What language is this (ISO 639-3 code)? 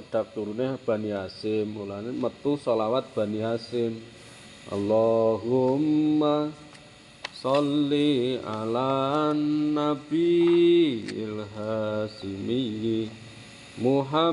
jav